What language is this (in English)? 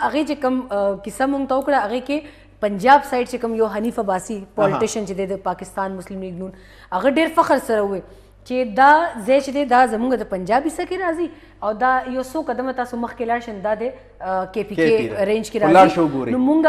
Pashto